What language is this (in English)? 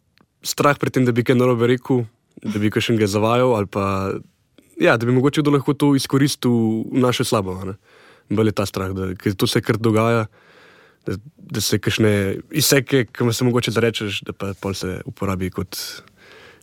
Slovenian